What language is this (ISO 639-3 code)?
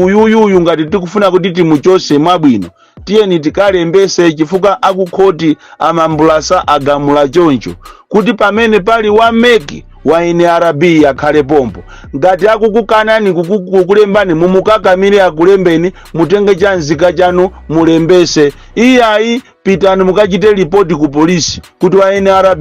nya